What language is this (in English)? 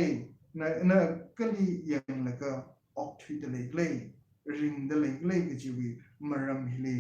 Tangkhul Naga (India)